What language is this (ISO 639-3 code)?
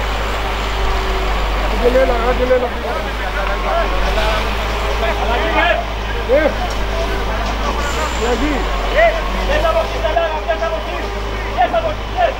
ell